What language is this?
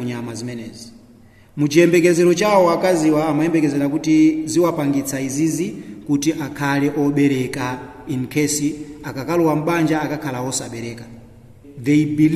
Nyanja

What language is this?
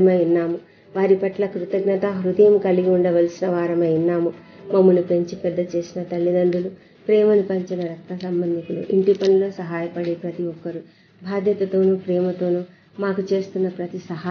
Telugu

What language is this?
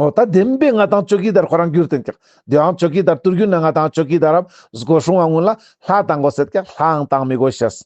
Ladakhi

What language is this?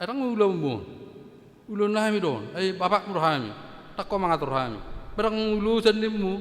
Batak Toba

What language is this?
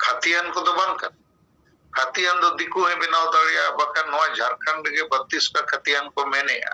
Santali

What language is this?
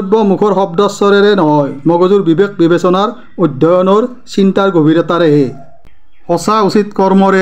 Assamese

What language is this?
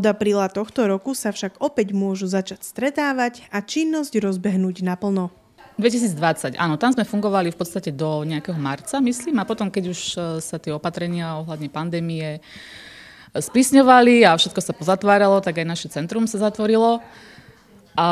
Slovak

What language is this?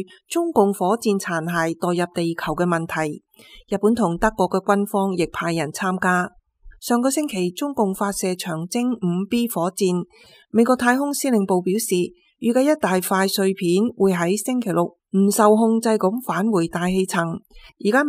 Cantonese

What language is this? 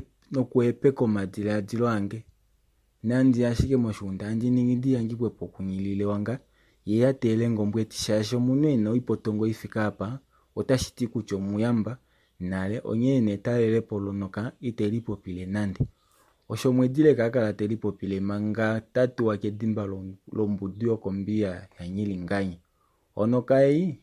Kuanyama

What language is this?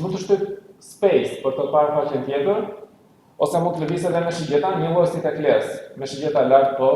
Albanian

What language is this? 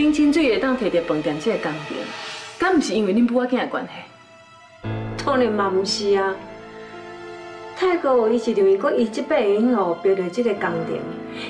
Min Nan Chinese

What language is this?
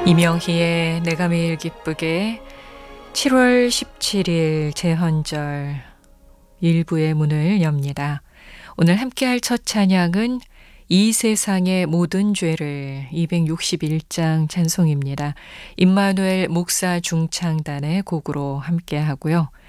Korean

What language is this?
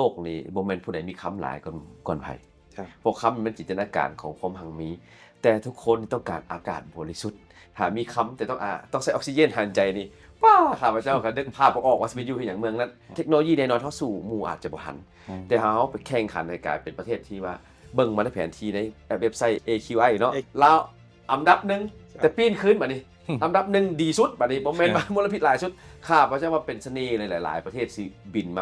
Lao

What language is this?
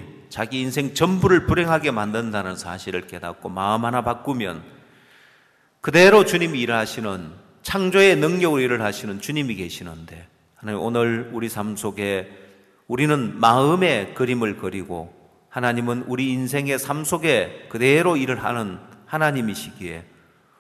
Korean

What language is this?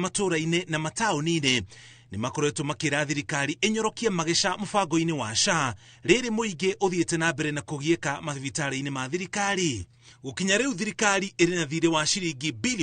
Kikuyu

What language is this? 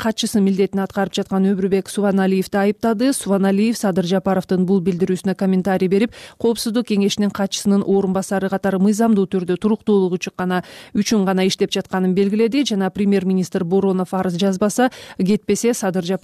Kyrgyz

